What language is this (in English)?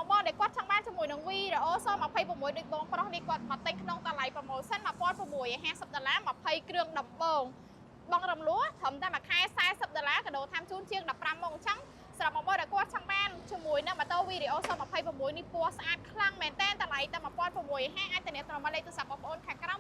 Khmer